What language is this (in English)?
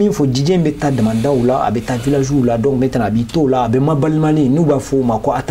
Bambara